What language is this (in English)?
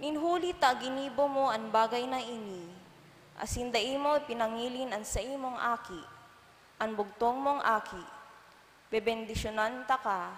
Bikol